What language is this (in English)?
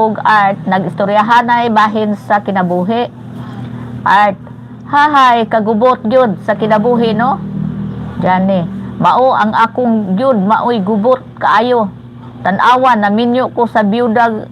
Cebuano